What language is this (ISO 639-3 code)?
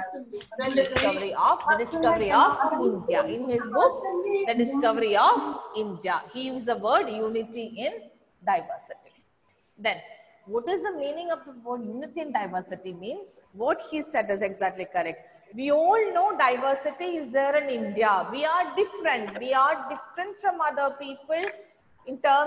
eng